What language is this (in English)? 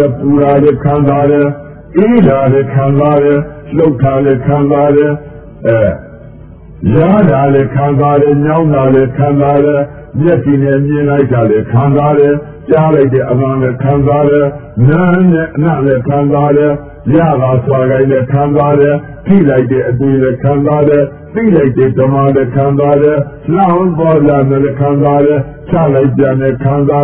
Burmese